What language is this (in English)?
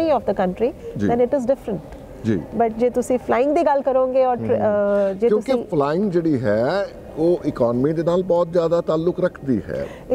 Punjabi